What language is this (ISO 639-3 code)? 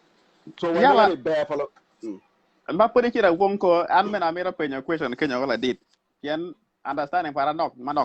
ach